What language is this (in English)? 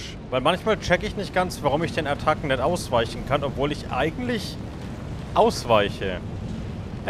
German